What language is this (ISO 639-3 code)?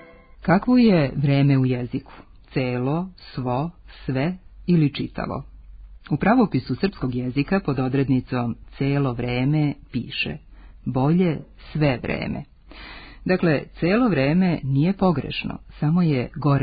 srp